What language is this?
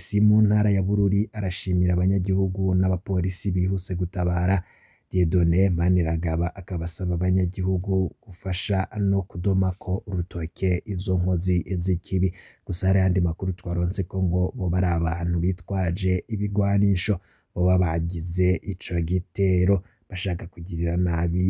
Rundi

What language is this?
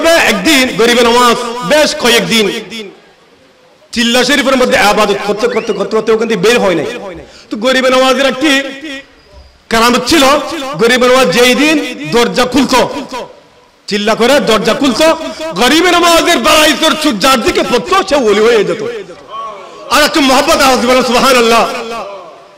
Bangla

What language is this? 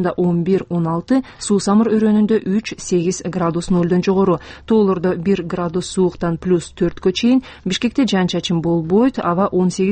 Kyrgyz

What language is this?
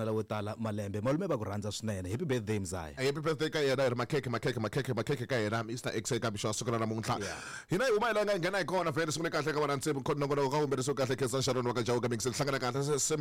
Tsonga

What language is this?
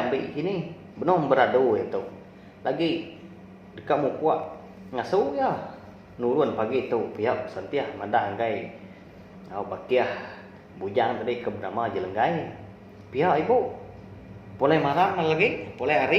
Iban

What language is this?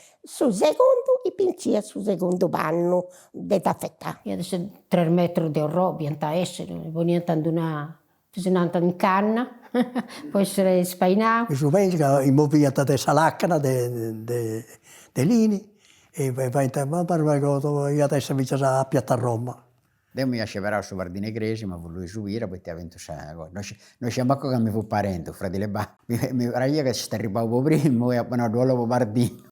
Sardinian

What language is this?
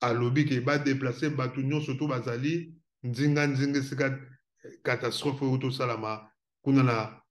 Lingala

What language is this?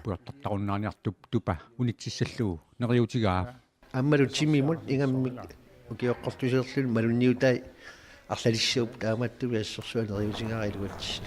Kalaallisut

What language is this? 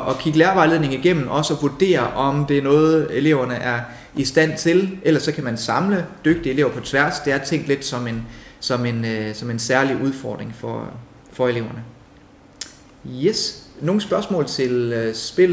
Danish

